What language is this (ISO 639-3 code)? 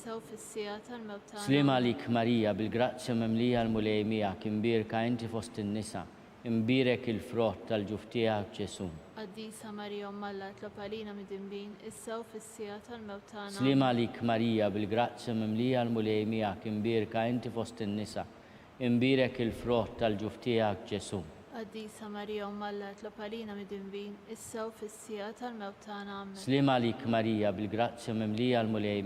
mlt